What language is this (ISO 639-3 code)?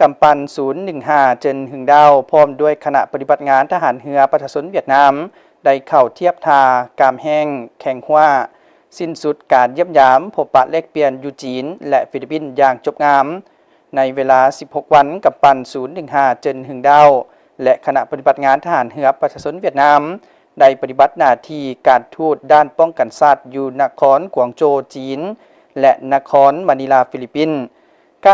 lao